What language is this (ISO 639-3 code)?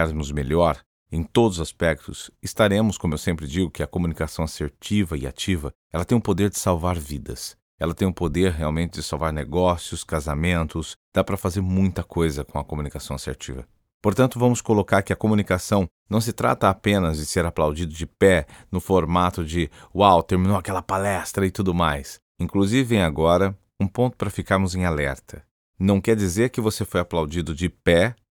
por